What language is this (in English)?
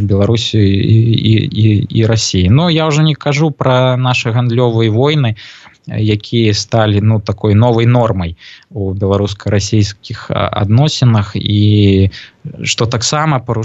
Belarusian